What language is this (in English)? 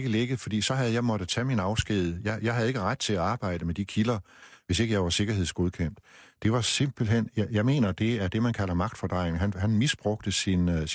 Danish